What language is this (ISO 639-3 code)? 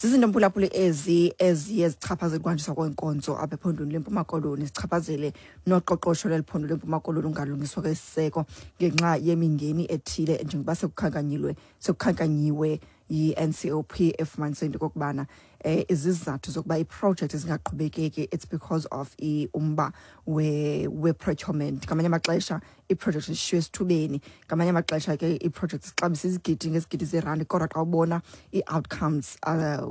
xho